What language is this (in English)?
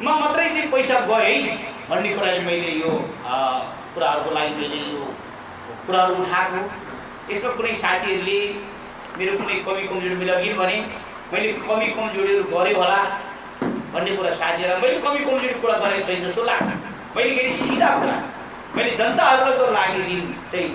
Nepali